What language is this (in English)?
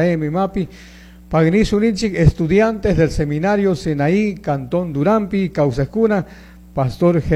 Chimborazo Highland Quichua